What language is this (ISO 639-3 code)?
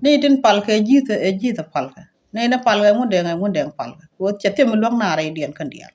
nus